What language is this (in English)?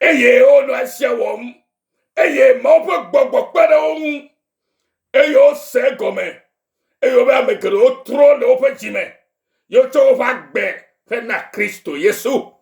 Ewe